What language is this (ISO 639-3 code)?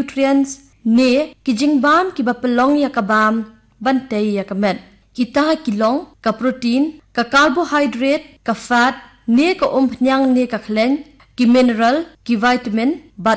kha